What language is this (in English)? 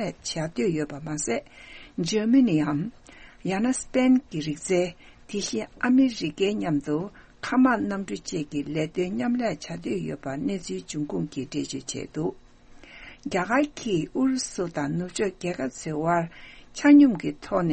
Tibetan